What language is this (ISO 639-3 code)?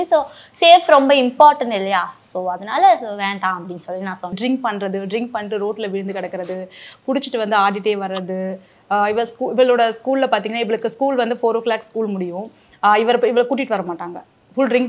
tam